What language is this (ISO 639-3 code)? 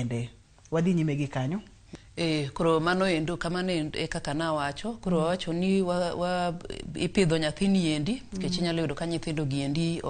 luo